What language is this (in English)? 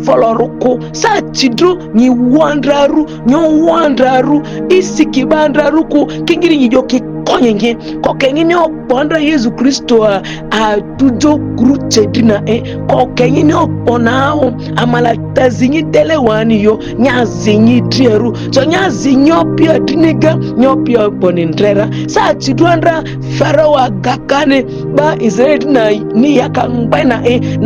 Ma'di